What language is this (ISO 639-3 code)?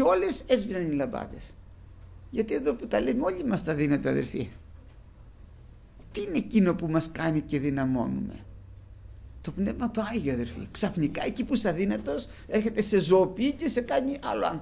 ell